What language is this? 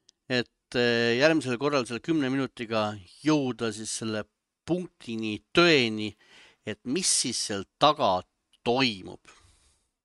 Estonian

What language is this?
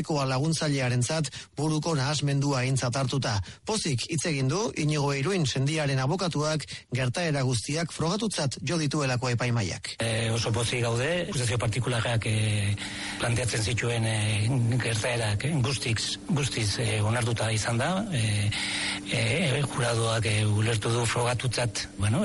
Basque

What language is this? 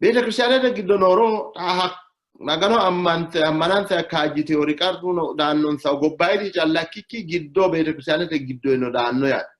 Sidamo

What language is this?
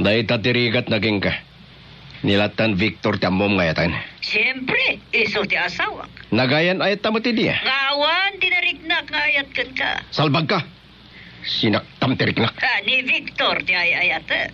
Iloko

